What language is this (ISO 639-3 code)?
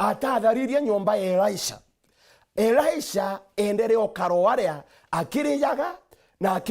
mer